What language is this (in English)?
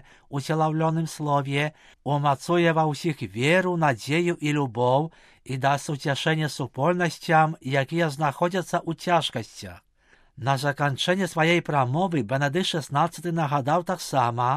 Belarusian